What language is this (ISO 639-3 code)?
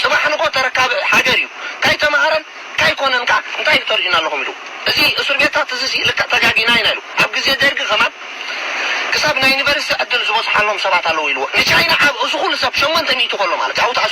tir